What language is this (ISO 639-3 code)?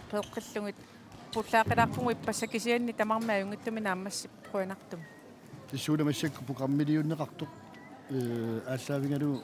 kal